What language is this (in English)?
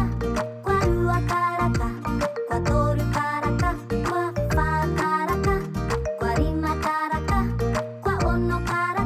Māori